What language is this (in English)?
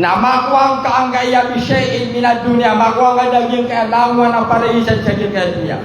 Maranao